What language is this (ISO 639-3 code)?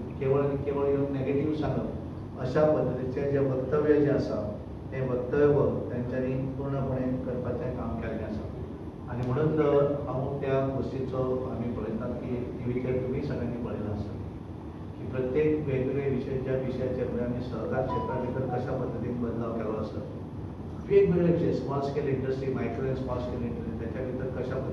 kok